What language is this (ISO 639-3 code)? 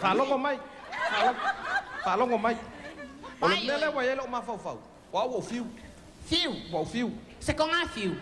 smo